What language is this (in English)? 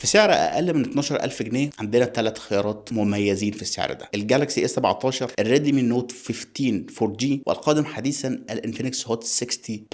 Egyptian Arabic